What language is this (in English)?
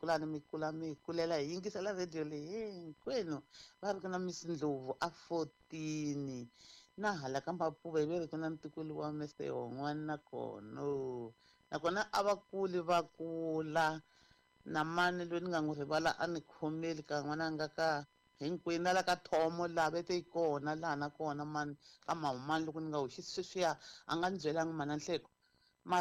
Tsonga